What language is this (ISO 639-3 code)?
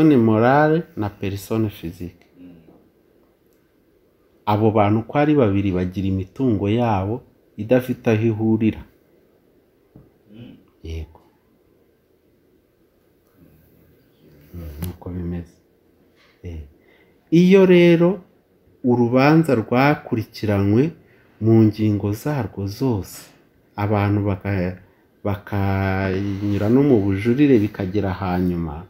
kin